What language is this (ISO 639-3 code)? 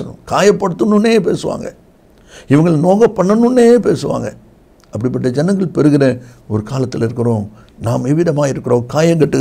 tam